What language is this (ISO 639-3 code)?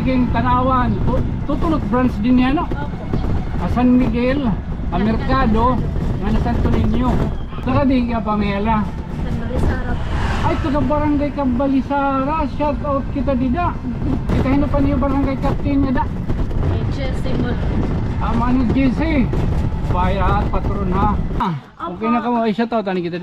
war